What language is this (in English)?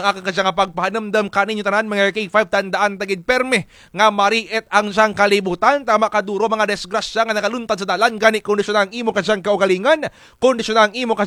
Kinaray-a